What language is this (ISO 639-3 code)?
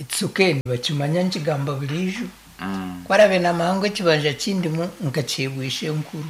nyn